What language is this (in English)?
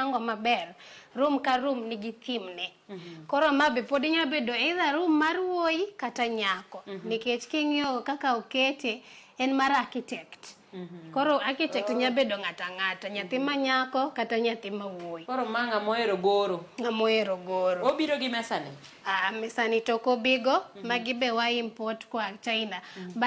Luo (Kenya and Tanzania)